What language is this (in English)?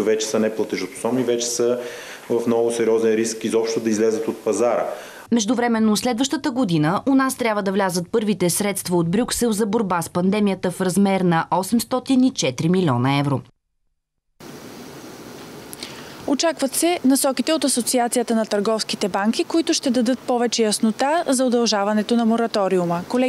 Bulgarian